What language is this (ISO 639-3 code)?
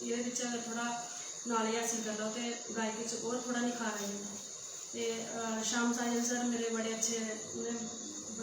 doi